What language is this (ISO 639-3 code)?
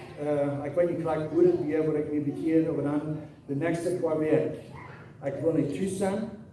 pdt